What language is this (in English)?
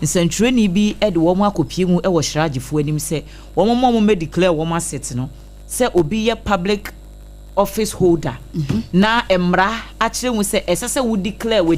Akan